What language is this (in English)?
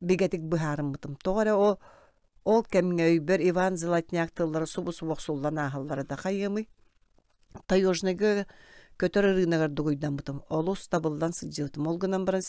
Yakut